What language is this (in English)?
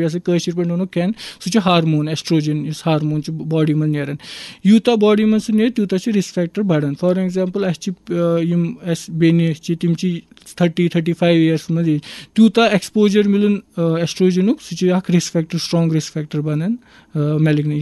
Kashmiri